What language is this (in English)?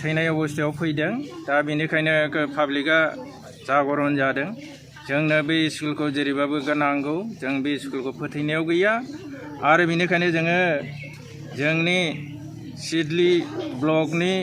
Bodo